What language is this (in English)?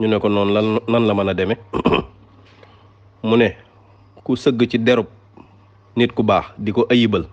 Wolof